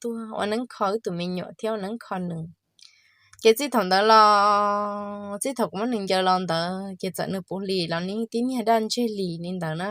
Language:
Hmong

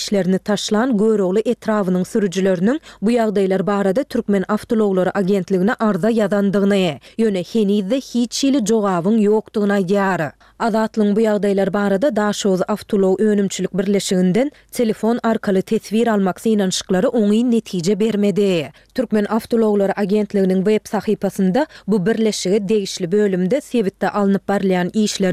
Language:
Turkmen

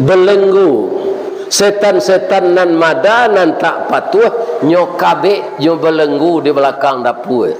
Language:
Minangkabau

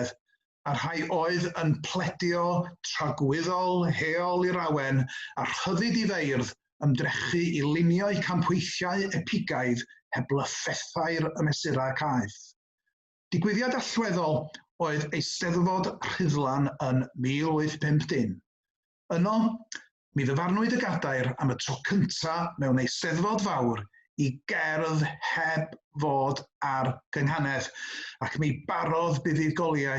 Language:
Welsh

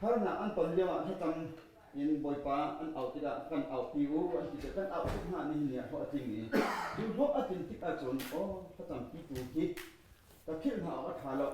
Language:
Hakha Chin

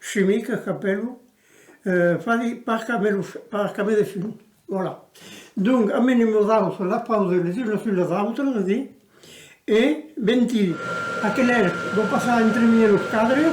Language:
Occitan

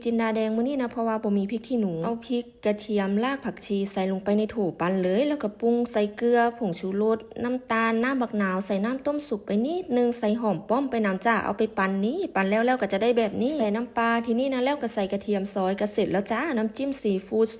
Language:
Lao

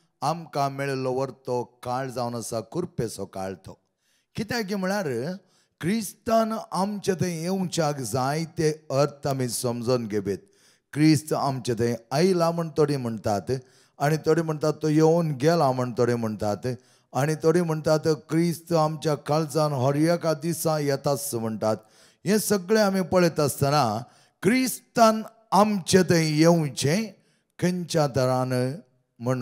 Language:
Konkani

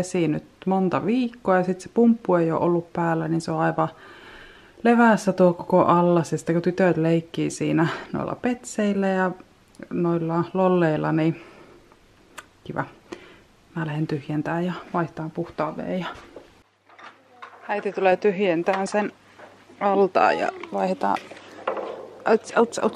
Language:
Finnish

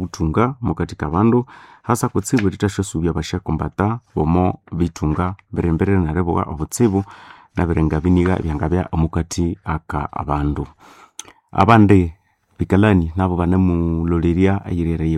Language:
Nande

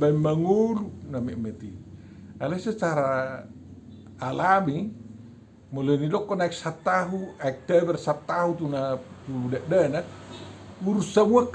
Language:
Batak Toba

